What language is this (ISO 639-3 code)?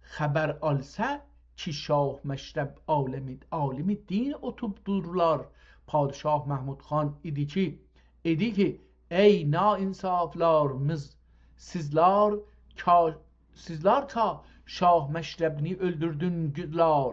azb